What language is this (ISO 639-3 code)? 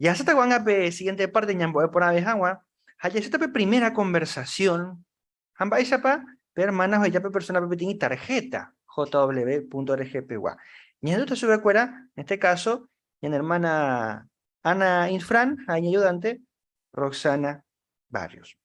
grn